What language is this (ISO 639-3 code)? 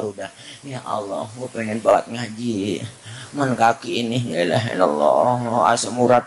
bew